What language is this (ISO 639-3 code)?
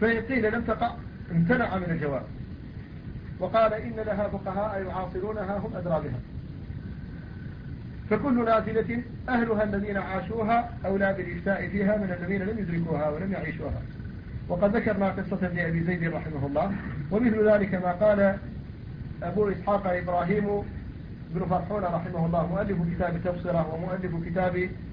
ara